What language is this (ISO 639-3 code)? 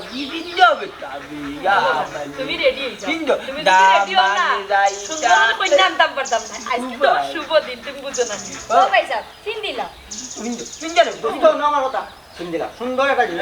syl